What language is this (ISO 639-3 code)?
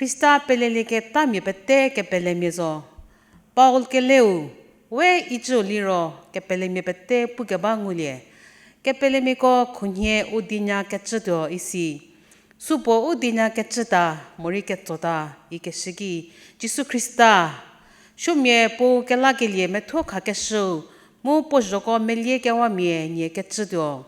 njm